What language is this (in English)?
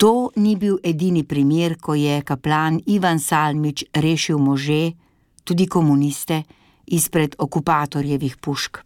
Slovenian